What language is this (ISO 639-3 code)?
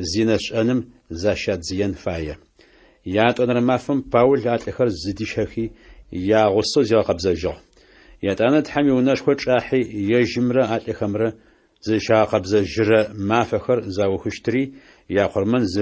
ady